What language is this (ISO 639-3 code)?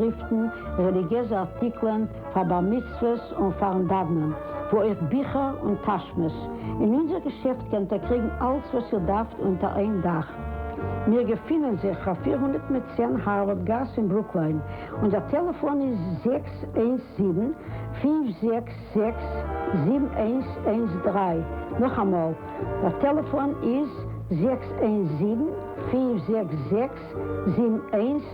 yid